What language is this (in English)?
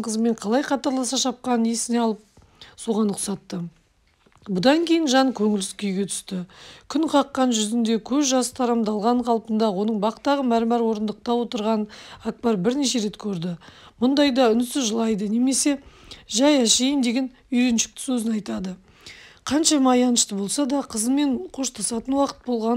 Kazakh